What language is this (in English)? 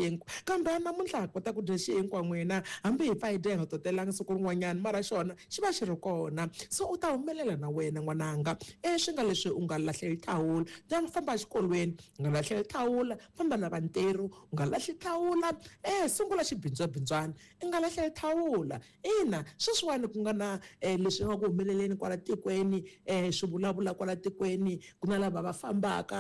Tsonga